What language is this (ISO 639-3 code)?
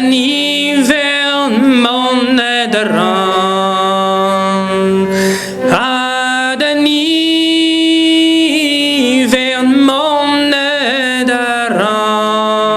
bre